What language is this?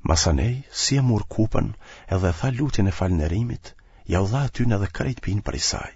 Albanian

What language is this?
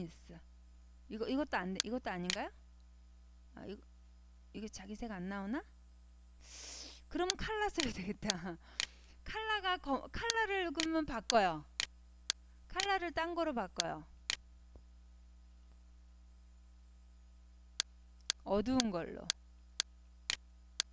Korean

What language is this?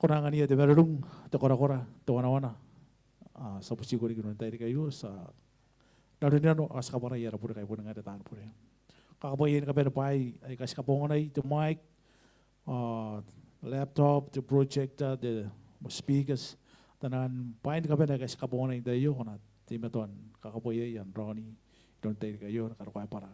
Gilbertese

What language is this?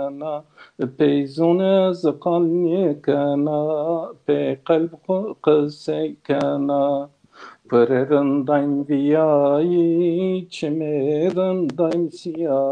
Zaza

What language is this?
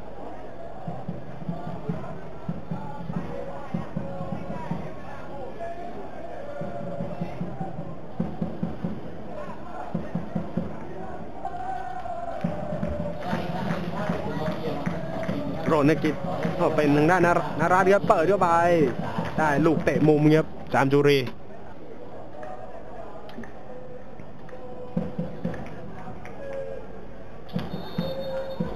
Thai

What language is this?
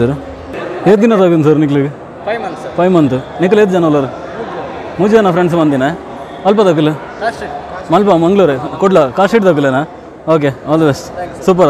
Tulu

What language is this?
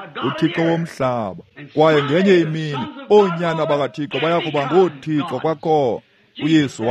Xhosa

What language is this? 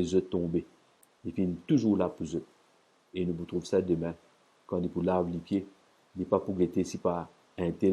Morisyen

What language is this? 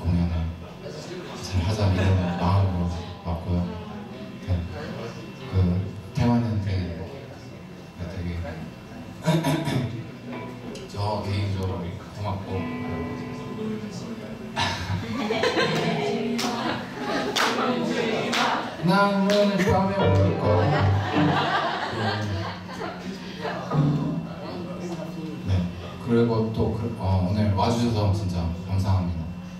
Korean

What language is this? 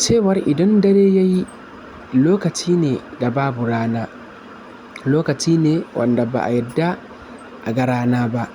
Hausa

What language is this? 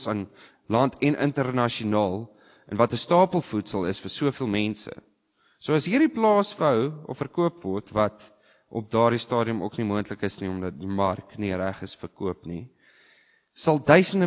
Afrikaans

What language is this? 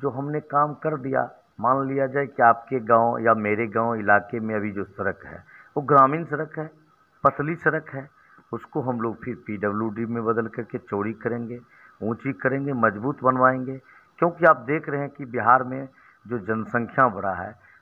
Hindi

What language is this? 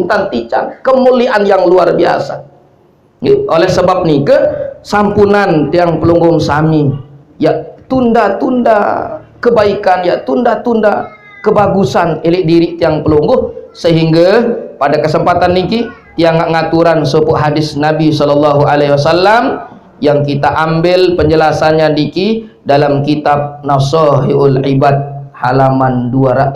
Sasak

